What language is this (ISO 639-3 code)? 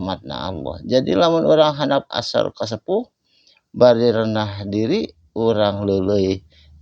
sun